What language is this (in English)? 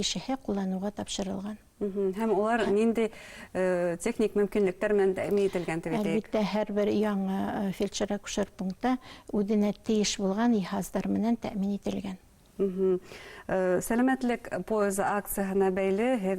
Bashkir